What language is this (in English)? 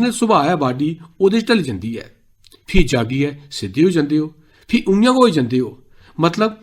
Dogri